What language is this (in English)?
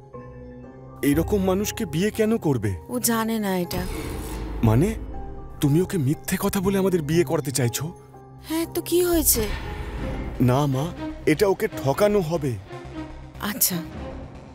Bangla